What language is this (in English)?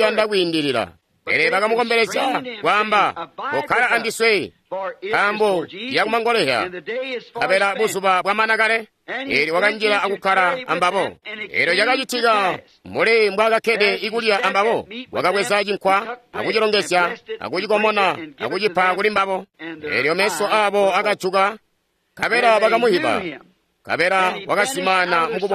Tonga (Zambia)